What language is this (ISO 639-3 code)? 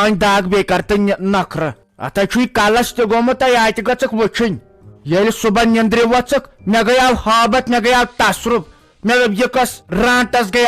kas